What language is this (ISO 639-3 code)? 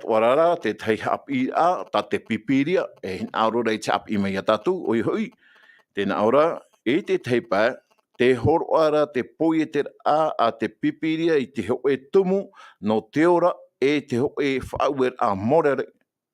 tah